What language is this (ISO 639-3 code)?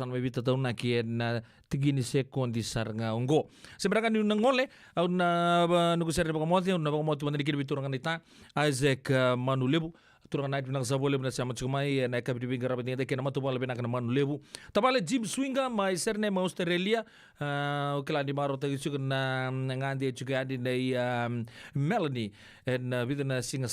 fij